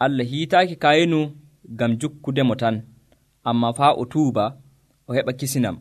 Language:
Nigerian Fulfulde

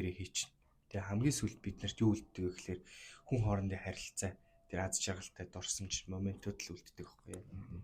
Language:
Mongolian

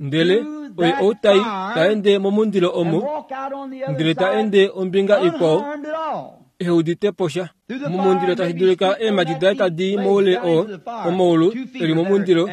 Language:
Kuanyama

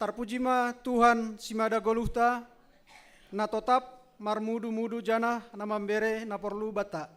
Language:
Batak Simalungun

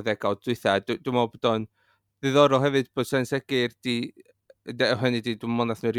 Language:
Welsh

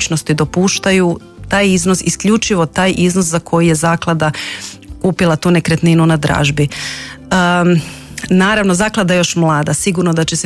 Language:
Croatian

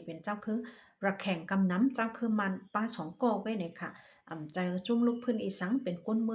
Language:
Shan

